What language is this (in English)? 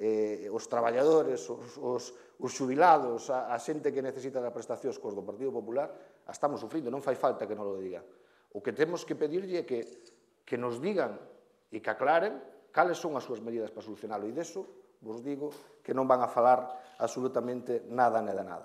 Galician